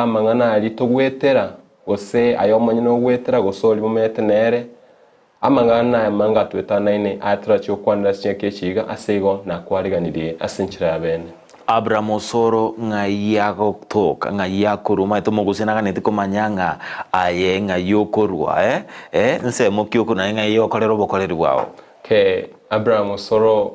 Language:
Gusii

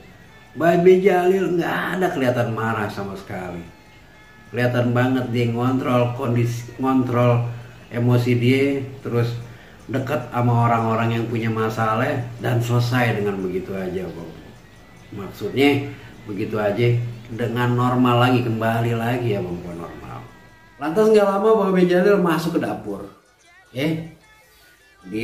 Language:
Betawi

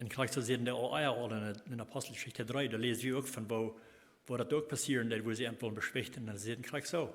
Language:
Plautdietsch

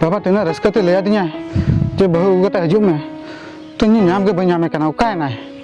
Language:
Santali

